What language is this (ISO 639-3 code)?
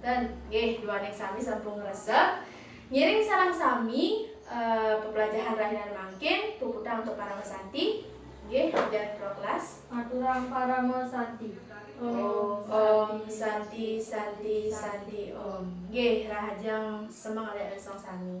ban